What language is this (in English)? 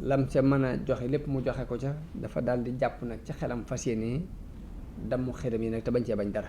Wolof